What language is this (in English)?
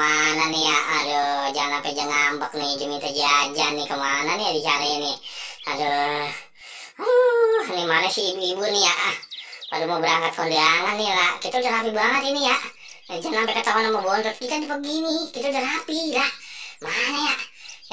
Betawi